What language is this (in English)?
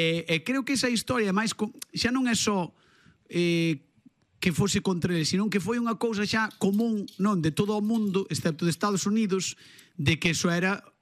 Galician